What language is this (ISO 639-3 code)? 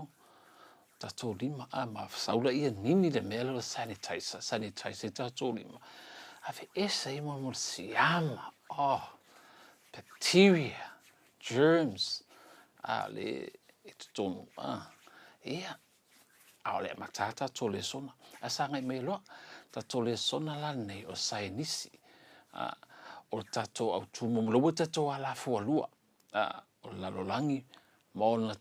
smo